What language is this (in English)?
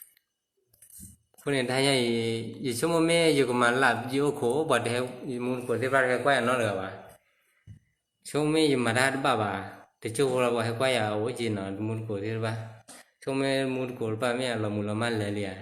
S'gaw Karen